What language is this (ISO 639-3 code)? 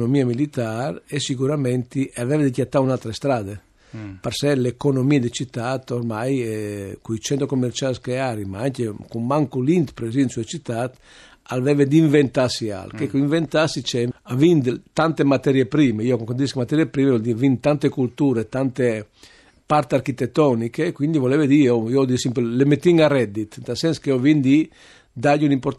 fur